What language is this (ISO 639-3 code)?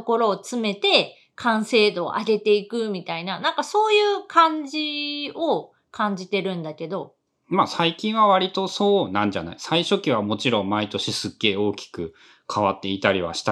jpn